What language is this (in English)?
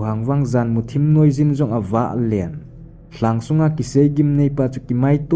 Thado Chin